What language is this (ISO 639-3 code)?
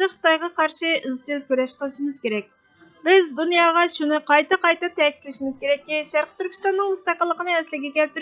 uig